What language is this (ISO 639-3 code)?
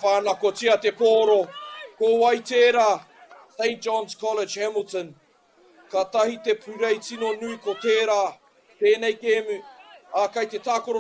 mri